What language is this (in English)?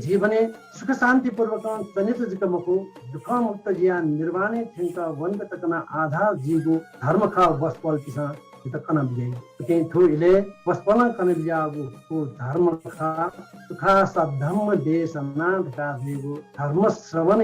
Newari